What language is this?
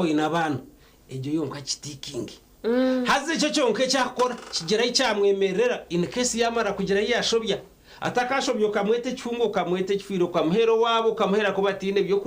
Nyankole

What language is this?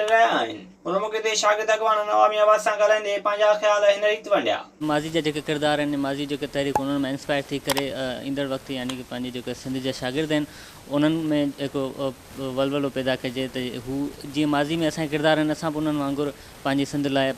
Sindhi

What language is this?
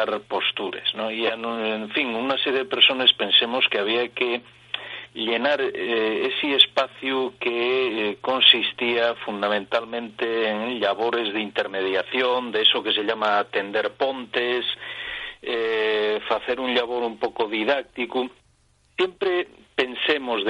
Asturian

